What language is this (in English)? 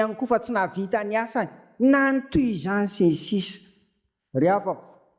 Malagasy